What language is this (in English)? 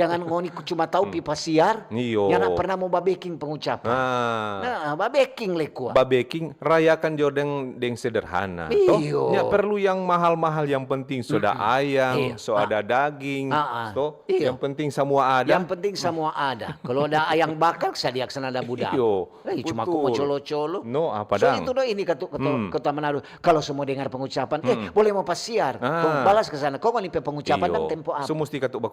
Manado Malay